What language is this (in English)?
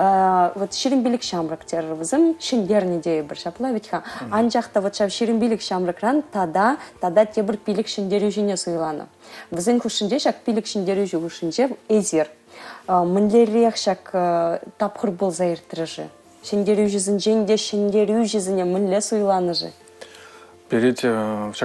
Chuvash